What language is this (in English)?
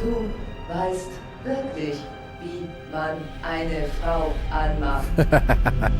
Swiss German